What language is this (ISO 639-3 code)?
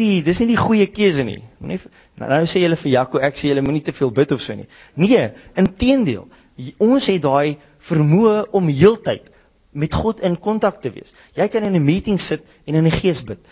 afr